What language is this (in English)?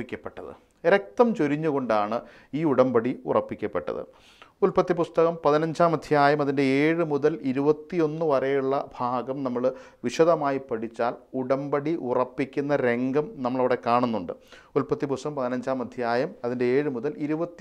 Malayalam